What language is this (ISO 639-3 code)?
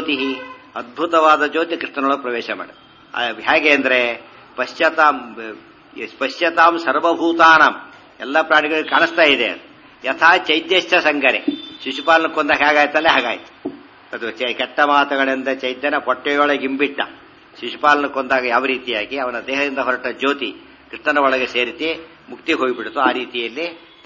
kan